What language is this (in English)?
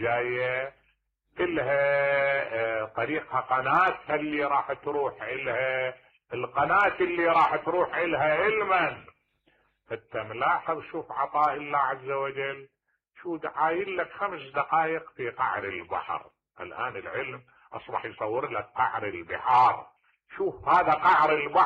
Mesopotamian Arabic